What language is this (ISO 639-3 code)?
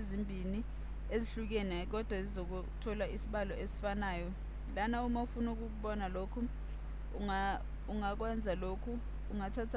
zul